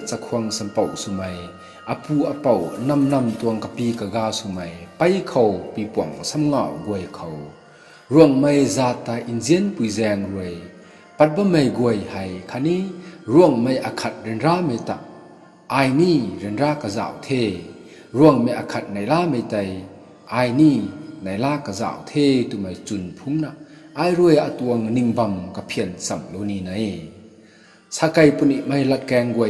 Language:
Rongmei Naga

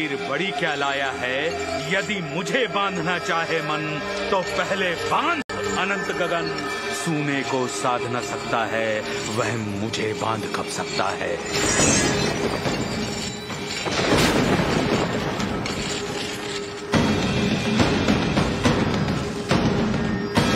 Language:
Hindi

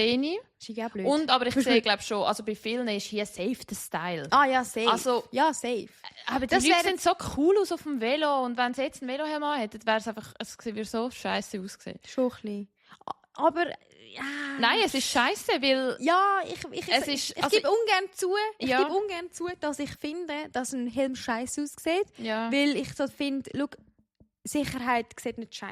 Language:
Swiss German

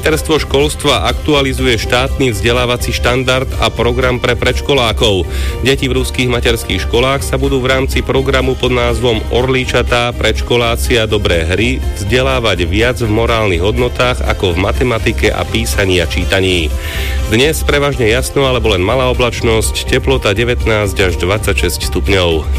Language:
Slovak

